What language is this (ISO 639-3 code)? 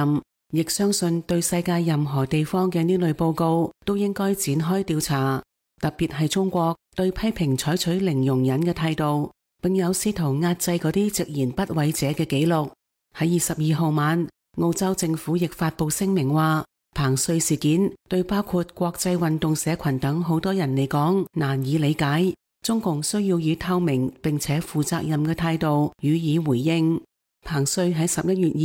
yue